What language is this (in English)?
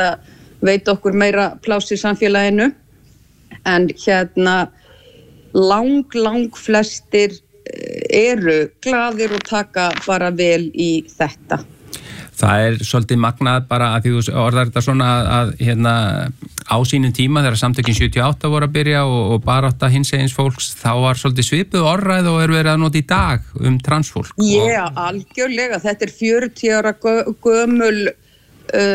Icelandic